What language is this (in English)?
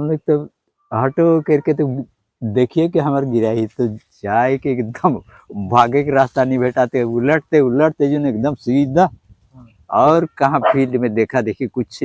Sadri